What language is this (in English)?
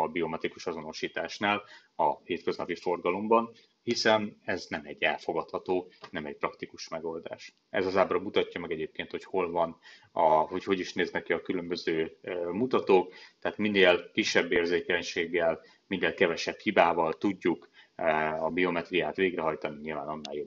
Hungarian